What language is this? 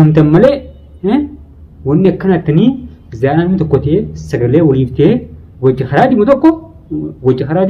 Oromo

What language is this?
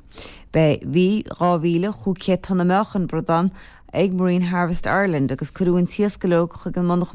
Irish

